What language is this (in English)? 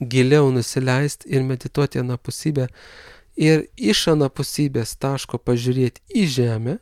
Lithuanian